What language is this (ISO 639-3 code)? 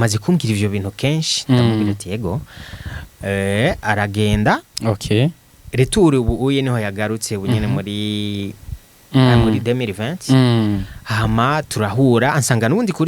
run